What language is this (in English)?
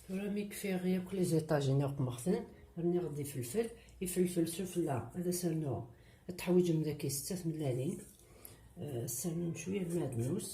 Kabyle